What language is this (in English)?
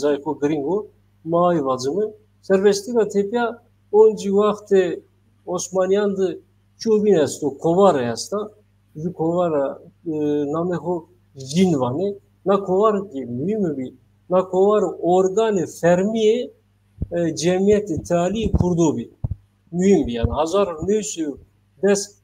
Zaza